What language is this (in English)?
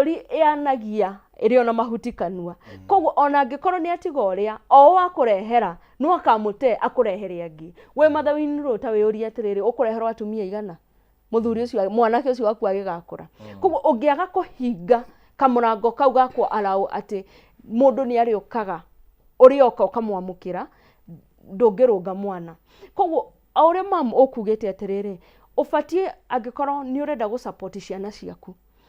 Kikuyu